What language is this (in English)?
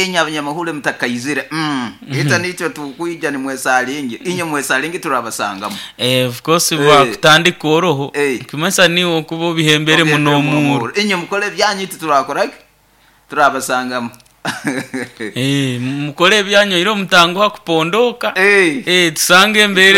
Nyoro